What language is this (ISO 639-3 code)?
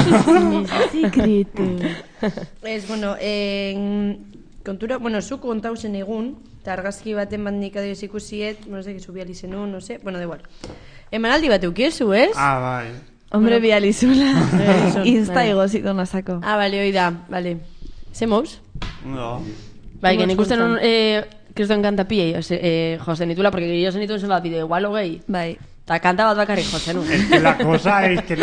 eus